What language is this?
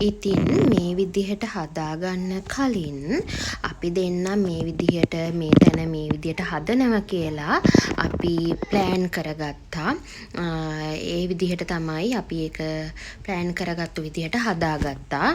Sinhala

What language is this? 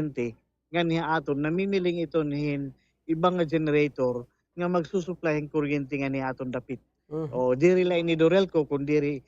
Waray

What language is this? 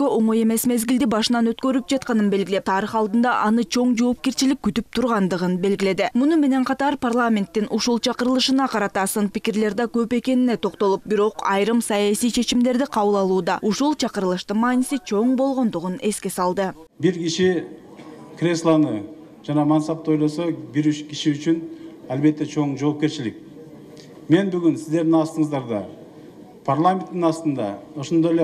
Kyrgyz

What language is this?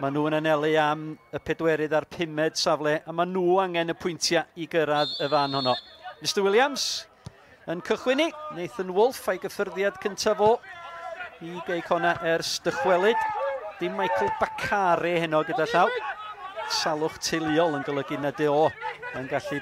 Welsh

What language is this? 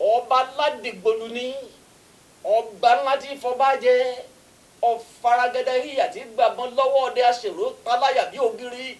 Yoruba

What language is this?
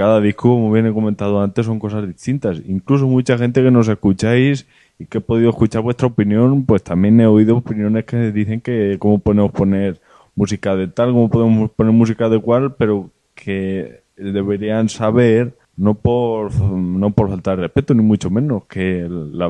Spanish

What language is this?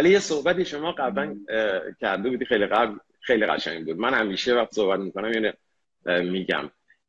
Persian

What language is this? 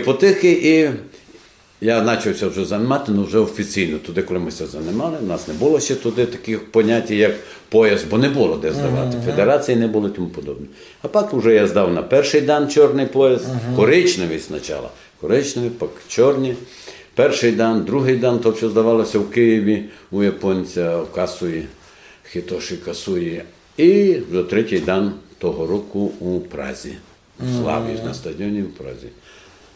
Rusyn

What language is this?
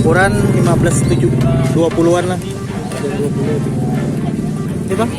Banjar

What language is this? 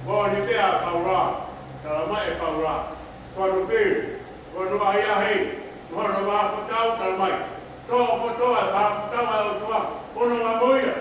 Tongan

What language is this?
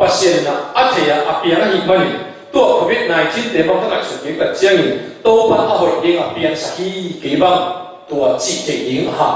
Tedim Chin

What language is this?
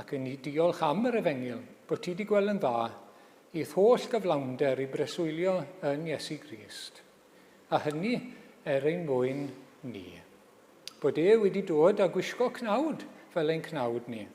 Welsh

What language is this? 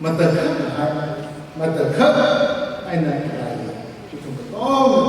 Tangkhul Naga (India)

